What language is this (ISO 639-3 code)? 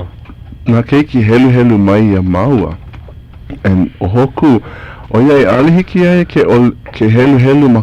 haw